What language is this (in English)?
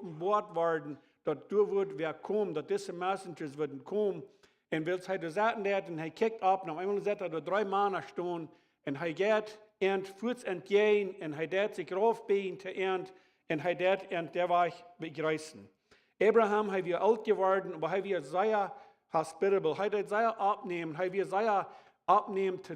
Plautdietsch